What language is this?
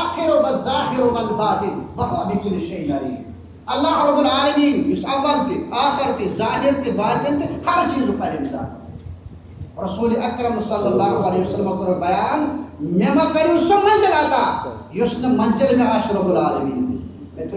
Kashmiri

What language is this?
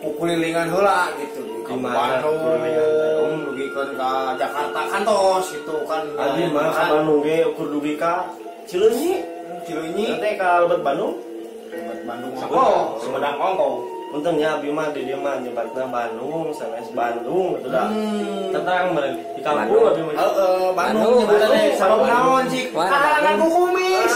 Sundanese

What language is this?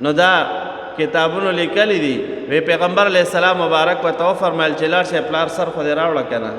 Pashto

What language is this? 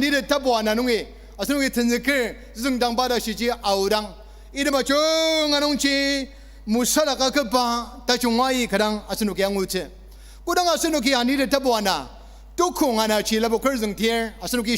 Ao Naga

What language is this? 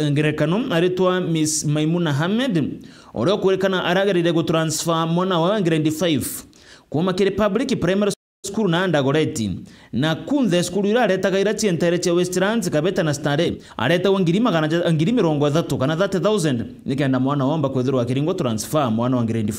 Meru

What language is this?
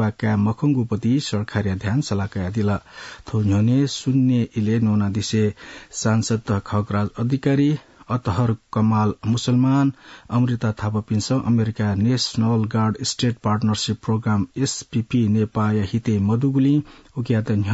Newari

